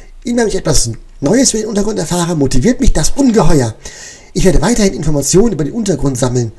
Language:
German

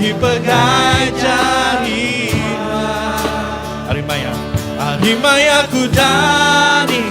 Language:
Iban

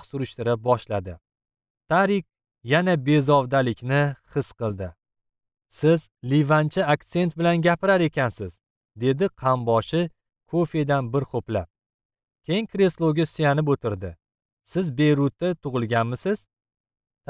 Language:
Uzbek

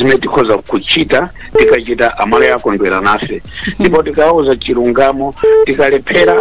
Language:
Nyanja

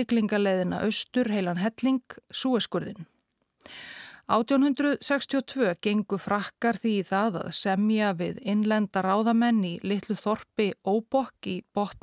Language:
Icelandic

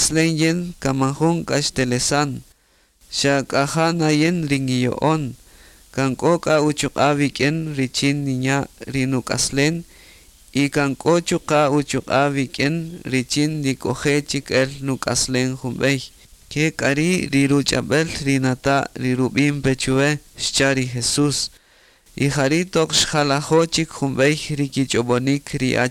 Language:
Kaqchikel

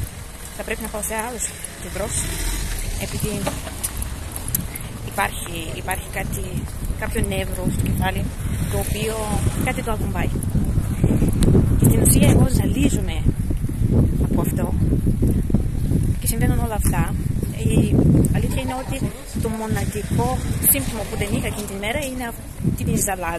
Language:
Greek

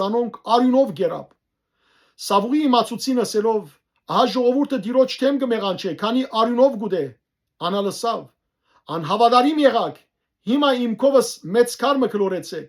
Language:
Western Armenian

